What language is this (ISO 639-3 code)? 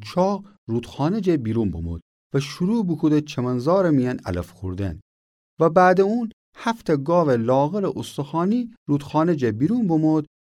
glk